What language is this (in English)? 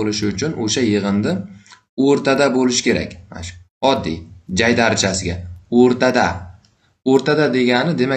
Uzbek